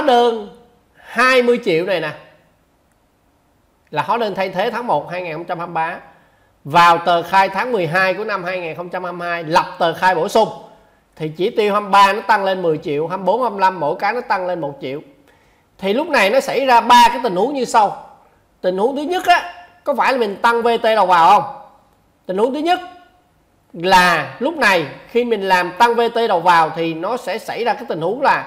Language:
Vietnamese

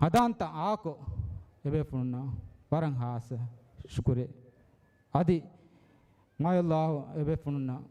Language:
Divehi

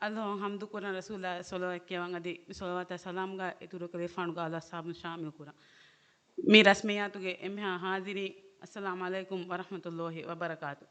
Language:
Divehi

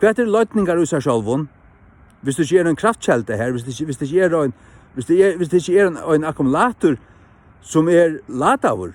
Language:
Faroese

